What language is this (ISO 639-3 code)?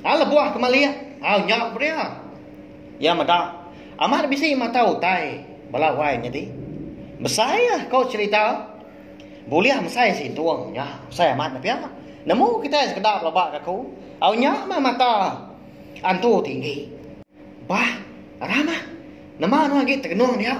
iba